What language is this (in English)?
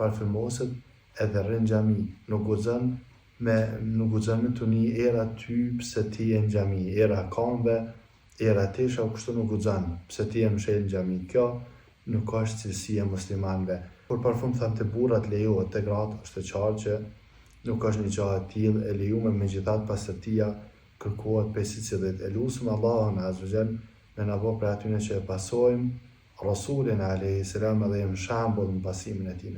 Albanian